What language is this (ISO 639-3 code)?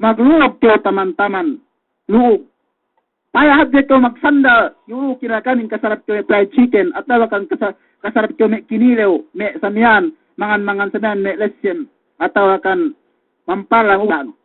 yka